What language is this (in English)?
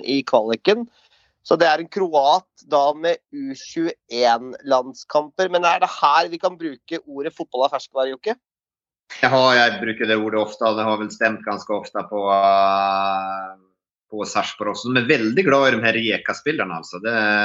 Norwegian